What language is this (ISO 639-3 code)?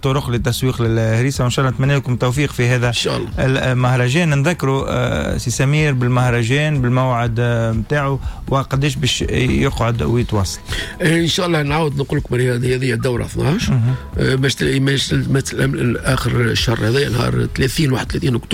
aeb